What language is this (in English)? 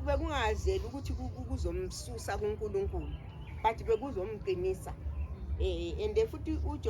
Zulu